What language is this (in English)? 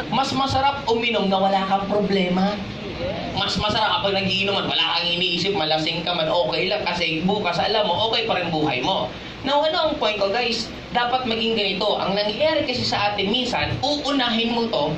Filipino